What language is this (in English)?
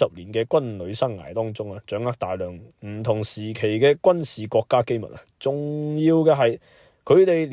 Cantonese